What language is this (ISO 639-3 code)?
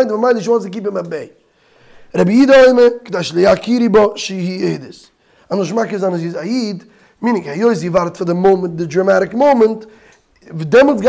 yid